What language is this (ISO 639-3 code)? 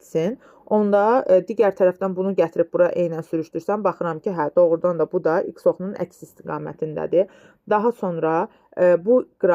aze